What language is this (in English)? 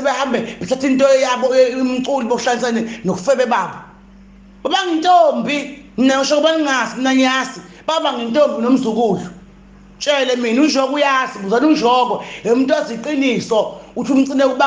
Zulu